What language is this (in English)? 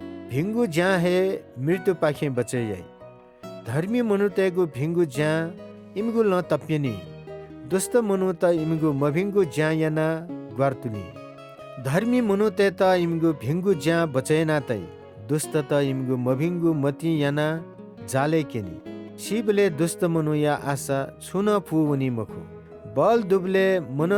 Newari